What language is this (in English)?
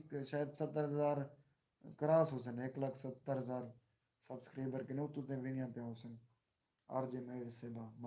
Saraiki